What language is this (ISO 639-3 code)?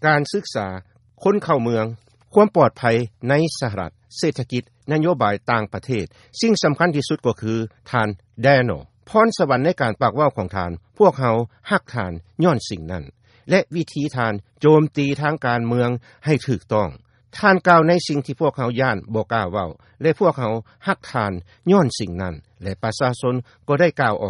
lao